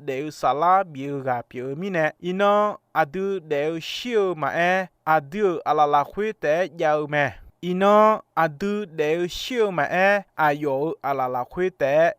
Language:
Akha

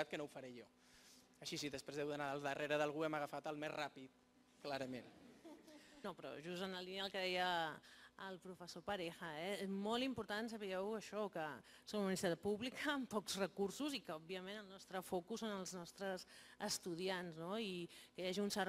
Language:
Catalan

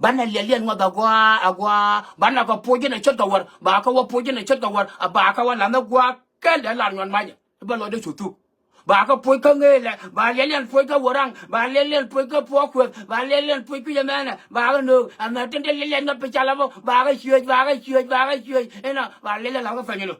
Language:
Nuer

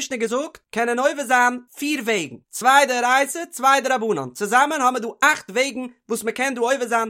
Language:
Yiddish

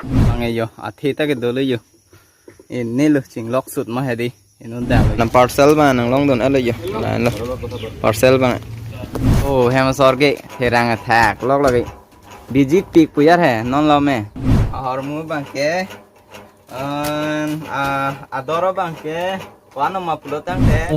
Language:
Karbi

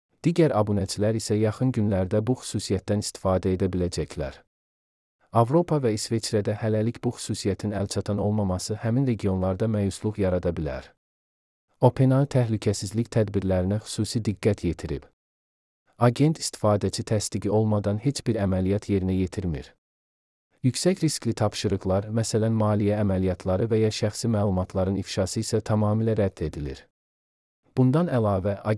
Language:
Azerbaijani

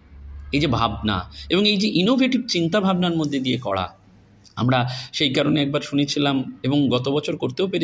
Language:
Bangla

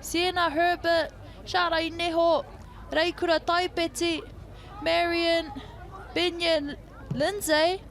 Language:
Māori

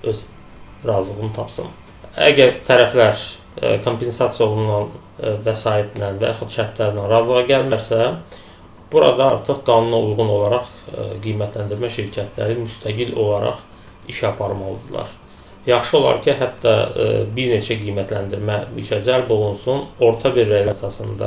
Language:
Azerbaijani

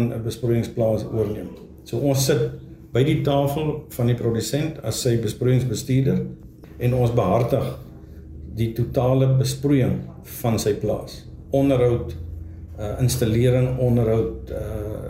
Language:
Afrikaans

